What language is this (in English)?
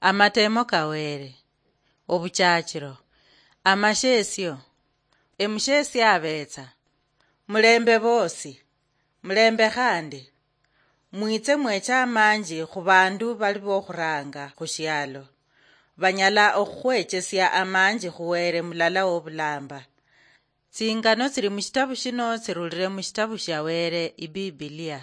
Luyia